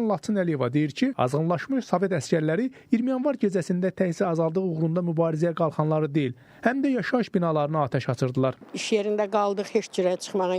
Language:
Azerbaijani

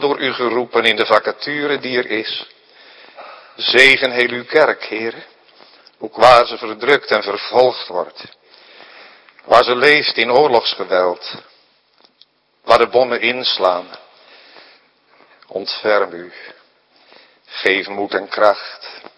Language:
Dutch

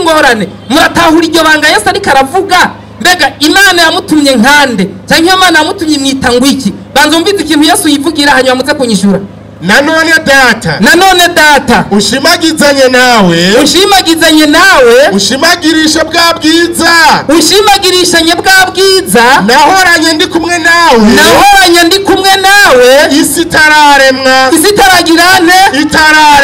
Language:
Rundi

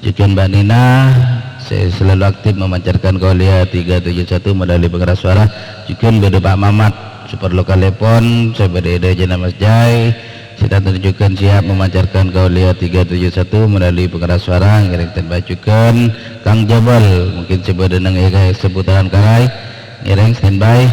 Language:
Madurese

